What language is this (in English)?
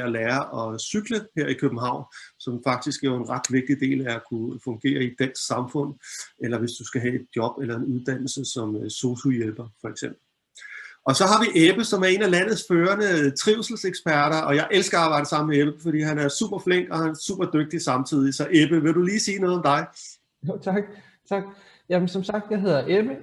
Danish